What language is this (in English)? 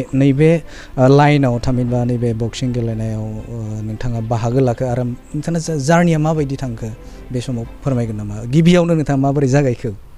Bodo